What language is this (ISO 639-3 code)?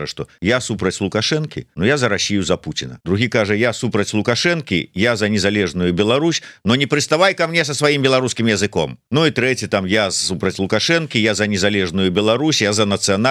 bel